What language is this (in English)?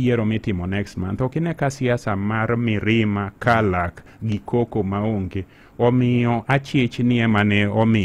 Luo (Kenya and Tanzania)